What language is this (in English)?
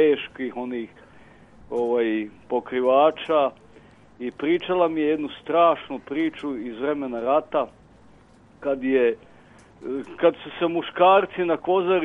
Serbian